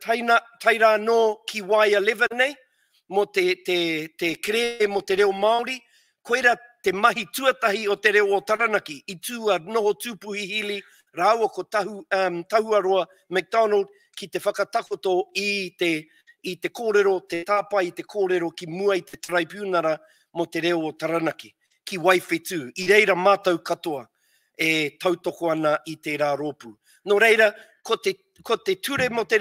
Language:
Māori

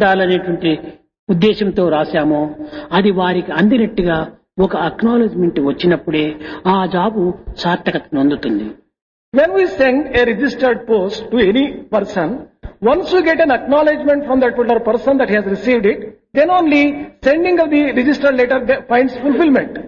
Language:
Telugu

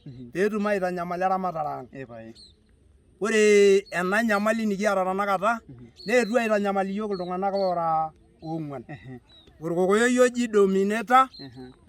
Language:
Masai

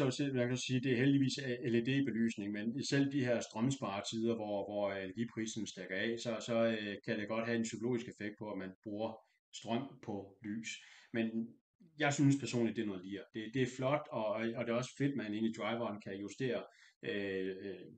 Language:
Danish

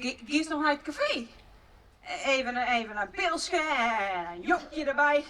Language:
Western Frisian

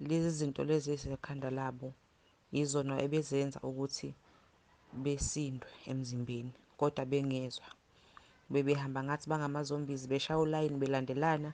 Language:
Zulu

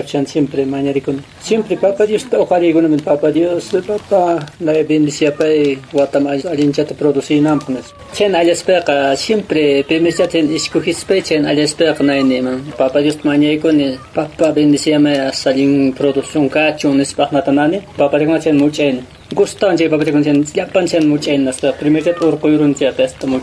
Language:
Quechua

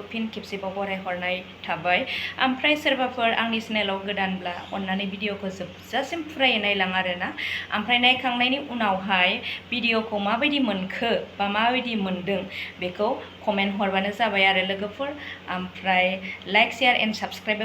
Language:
Bodo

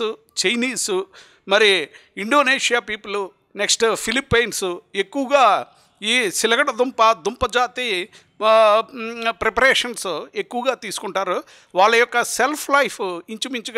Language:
Telugu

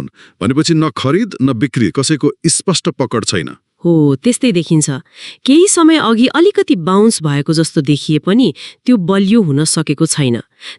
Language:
Nepali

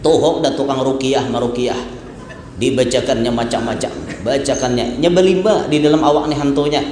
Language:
Banjar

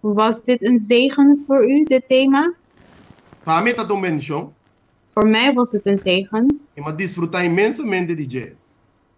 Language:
Papiamento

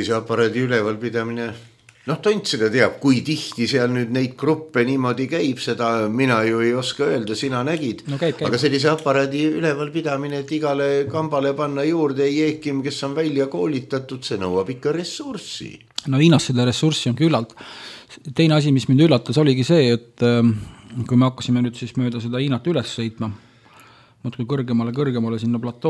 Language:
Estonian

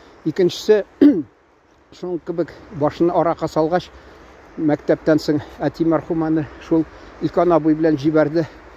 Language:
Tatar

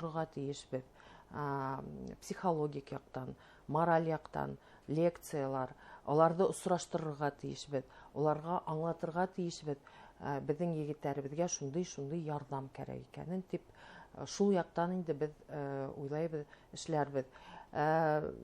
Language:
Bashkir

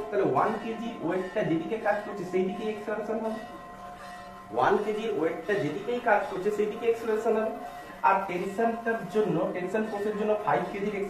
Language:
Bangla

